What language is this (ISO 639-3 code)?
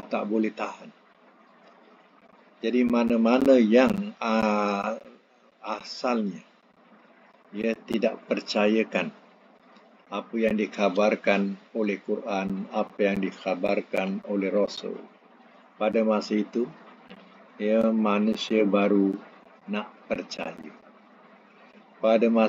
msa